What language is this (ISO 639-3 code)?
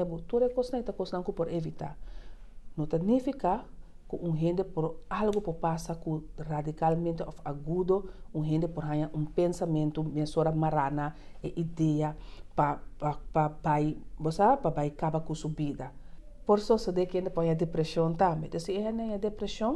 pap